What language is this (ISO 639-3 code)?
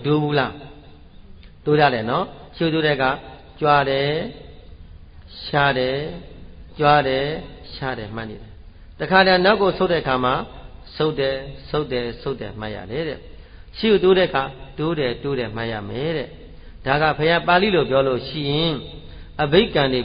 mya